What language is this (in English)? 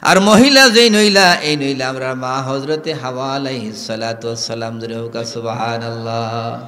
Sylheti